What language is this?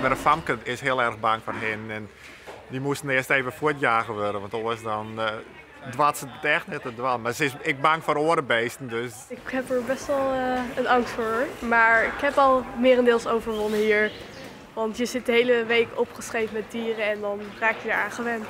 Western Frisian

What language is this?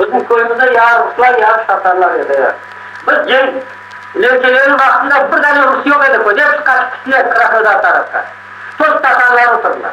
Crimean Tatar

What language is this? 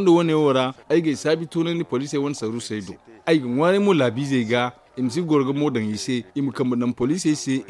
Zarma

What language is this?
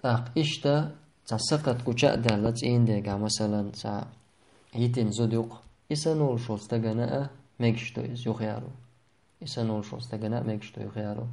Chechen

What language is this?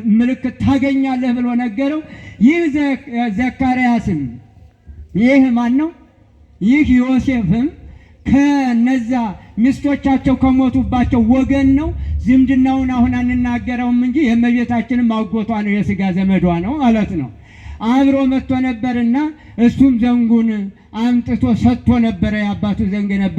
Amharic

